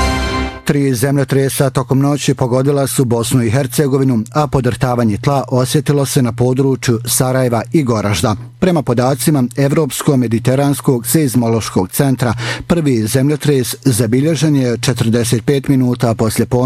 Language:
Bosnian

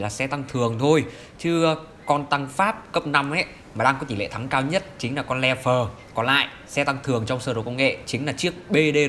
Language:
Vietnamese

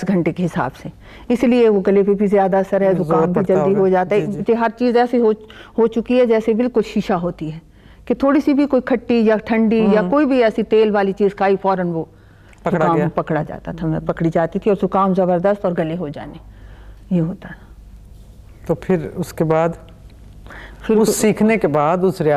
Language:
Urdu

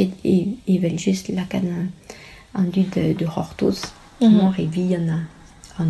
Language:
Breton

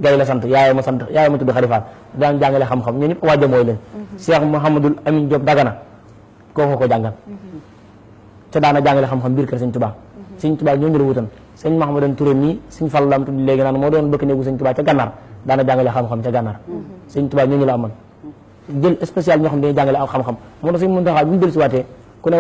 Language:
Wolof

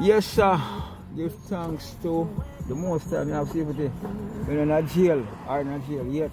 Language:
Jamaican Creole English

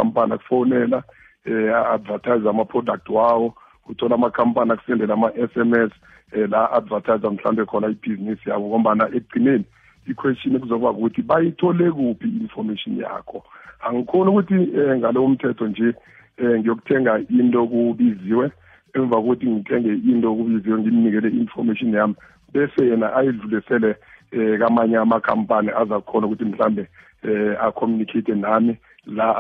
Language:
South Ndebele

